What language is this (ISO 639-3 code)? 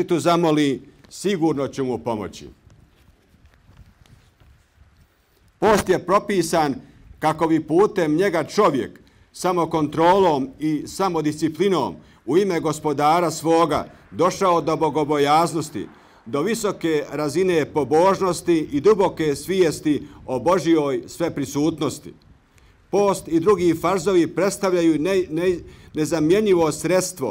bos